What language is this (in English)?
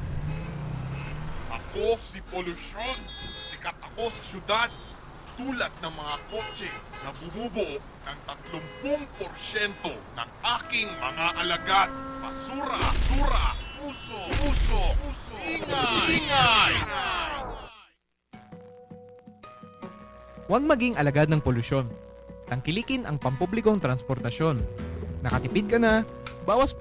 Filipino